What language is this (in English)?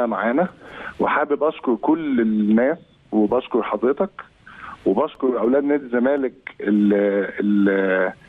Egyptian Arabic